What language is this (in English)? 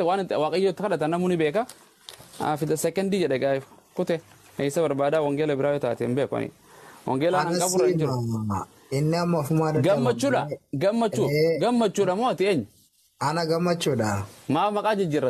Oromo